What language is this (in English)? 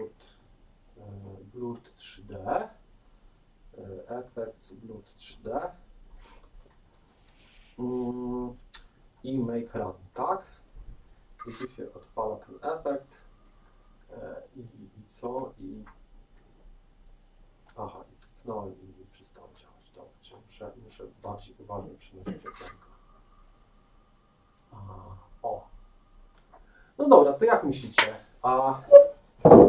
Polish